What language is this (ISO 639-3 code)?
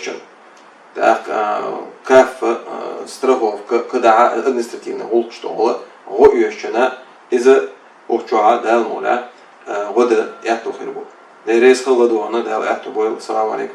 che